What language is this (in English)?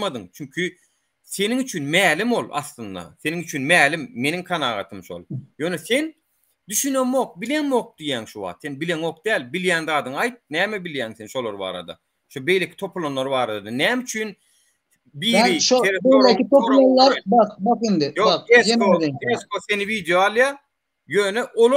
Turkmen